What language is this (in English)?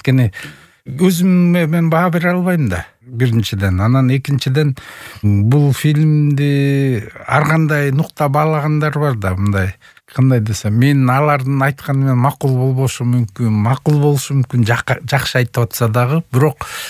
Kyrgyz